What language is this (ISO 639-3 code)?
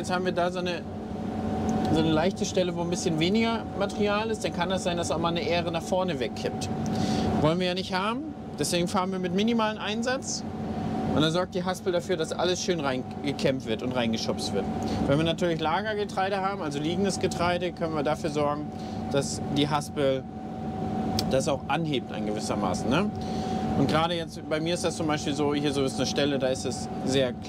deu